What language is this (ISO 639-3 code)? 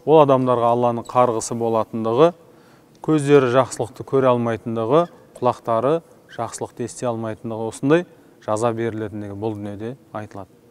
kaz